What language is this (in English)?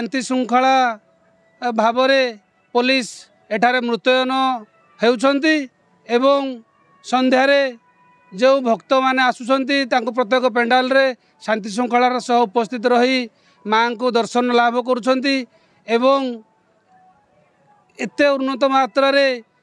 Odia